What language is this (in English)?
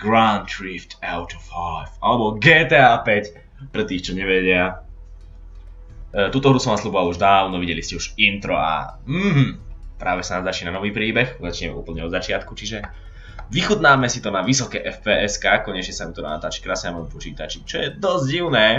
Slovak